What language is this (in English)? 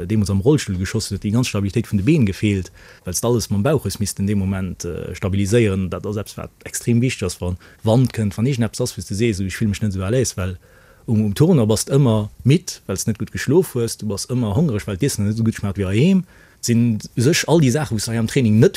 Luxembourgish